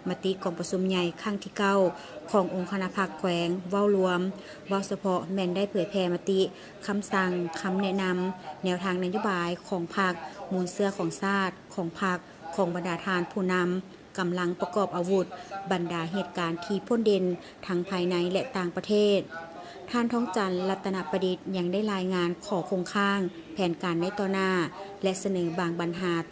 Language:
Lao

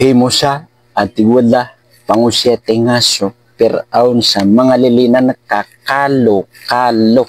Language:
Maranao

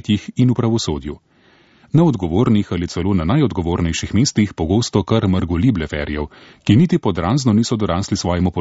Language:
Slovenian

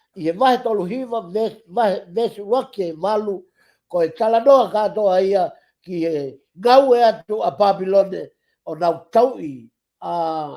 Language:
Tongan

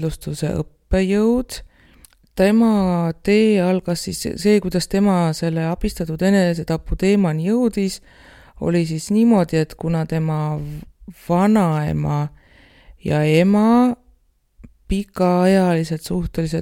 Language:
Estonian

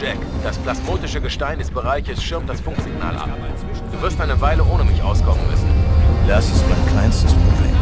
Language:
Bavarian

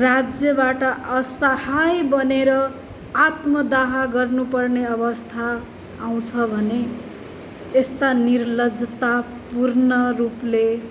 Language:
Nepali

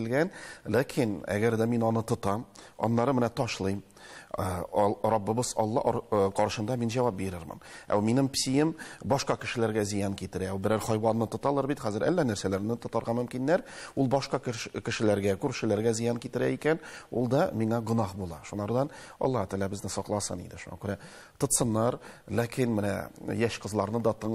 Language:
Tatar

